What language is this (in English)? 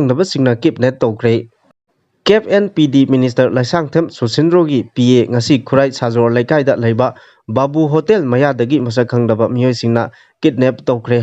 Manipuri